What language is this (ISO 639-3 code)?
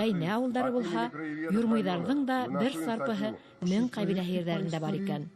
bak